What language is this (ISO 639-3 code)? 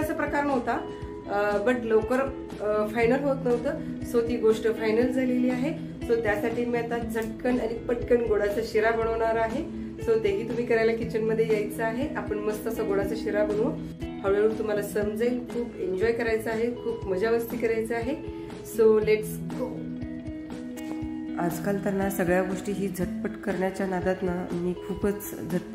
mar